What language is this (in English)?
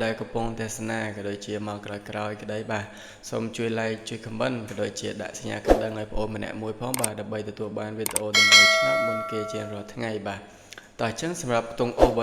Khmer